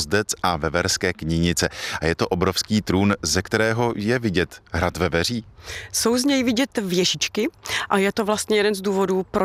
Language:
Czech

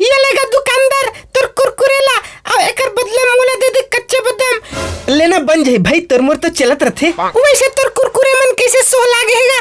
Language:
Chhattisgarhi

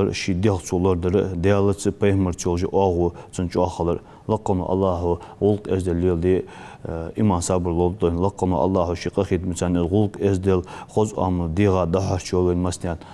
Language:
Ingush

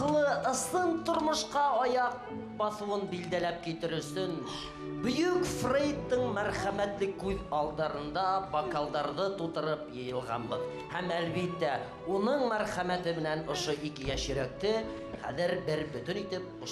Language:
Bashkir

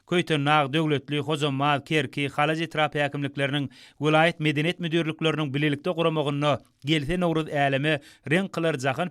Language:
Turkmen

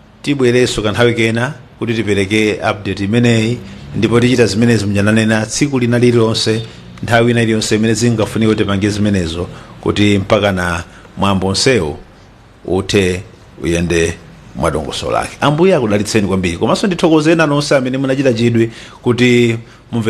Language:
Nyanja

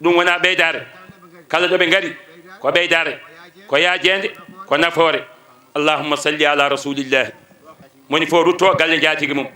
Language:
Fula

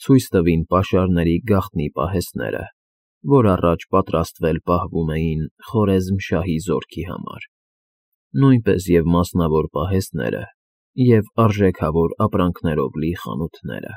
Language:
Armenian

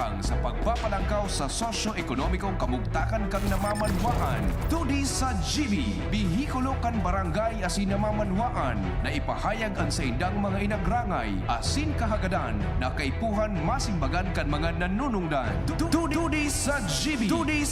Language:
Bikol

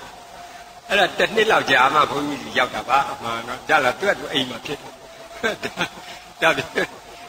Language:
Burmese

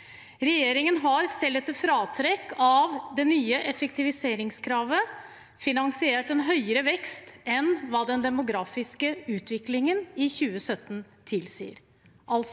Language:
Norwegian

